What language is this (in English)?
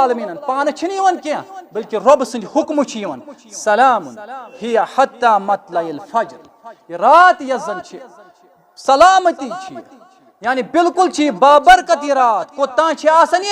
Kashmiri